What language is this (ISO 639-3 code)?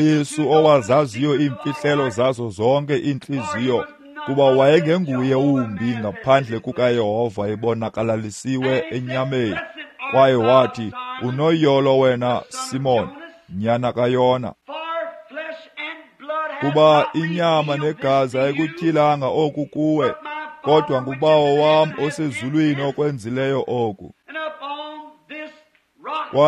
xho